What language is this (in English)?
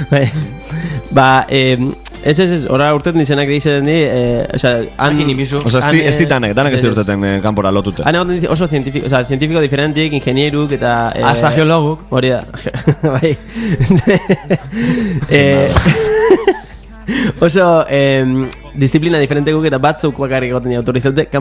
Basque